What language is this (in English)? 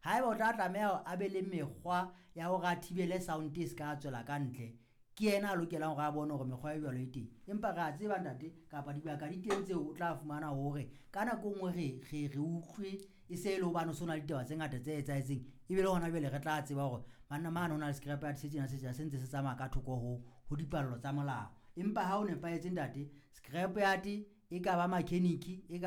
Southern Sotho